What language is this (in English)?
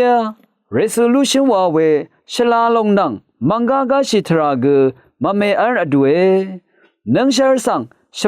Rawang